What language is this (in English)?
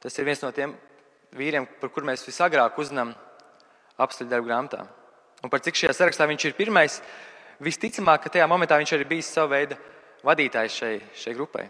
Latvian